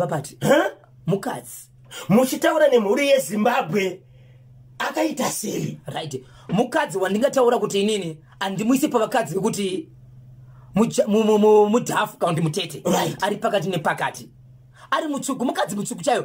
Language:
Shona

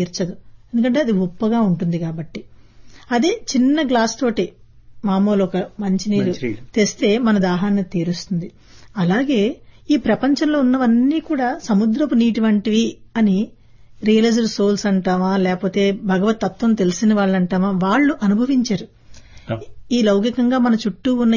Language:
Telugu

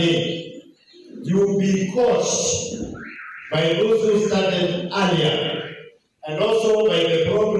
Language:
Kamba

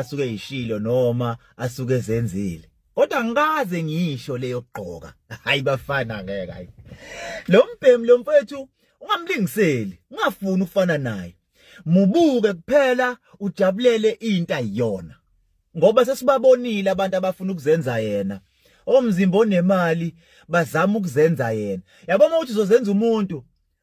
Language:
Zulu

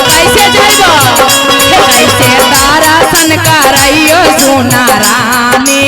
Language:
Magahi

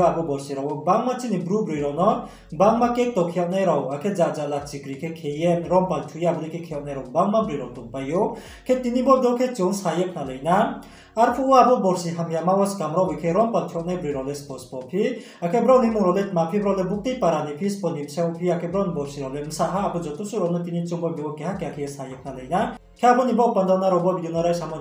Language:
Riang (India)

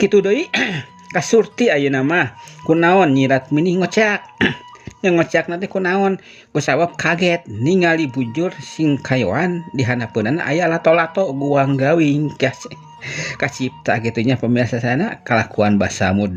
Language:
Sundanese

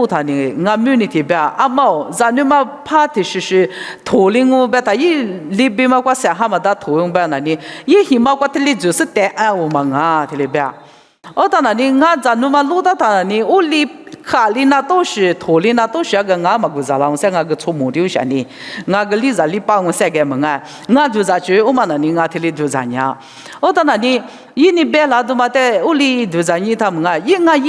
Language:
Lisu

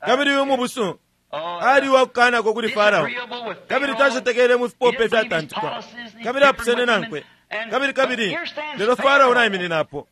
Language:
Bemba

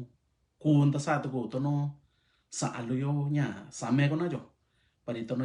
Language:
Mixtepec Mixtec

